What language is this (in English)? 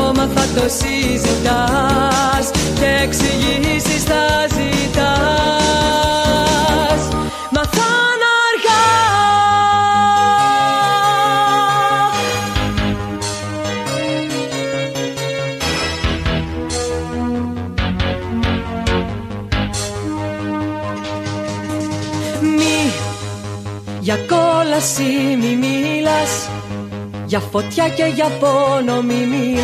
Greek